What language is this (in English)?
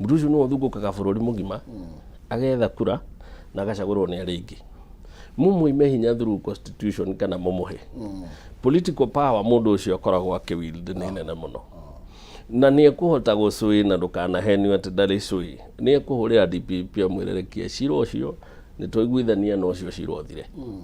Kikuyu